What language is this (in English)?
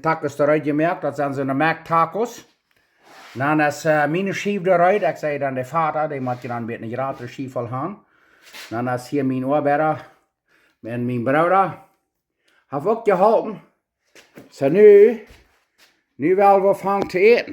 Plautdietsch